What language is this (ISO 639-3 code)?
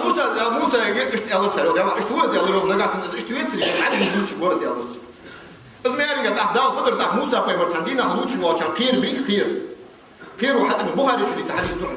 inh